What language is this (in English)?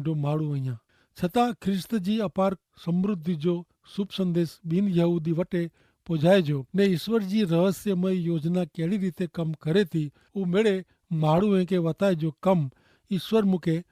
Kachhi